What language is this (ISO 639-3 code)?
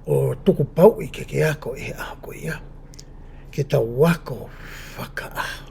ton